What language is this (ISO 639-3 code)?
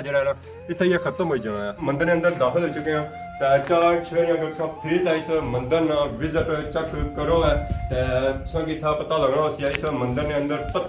phr